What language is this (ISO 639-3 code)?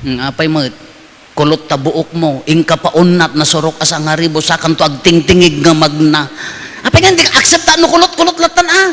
ilo